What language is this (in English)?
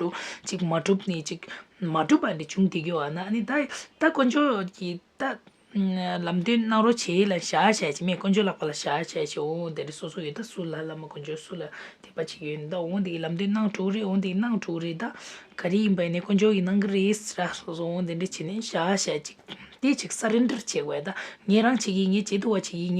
Tibetan